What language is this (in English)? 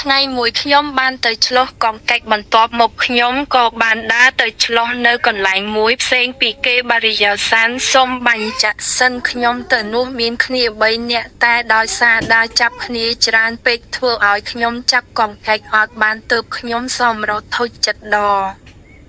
Khmer